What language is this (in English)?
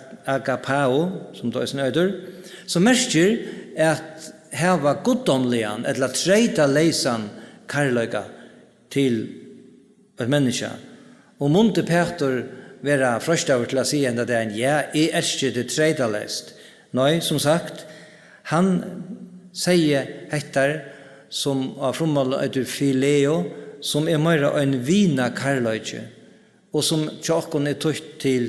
Faroese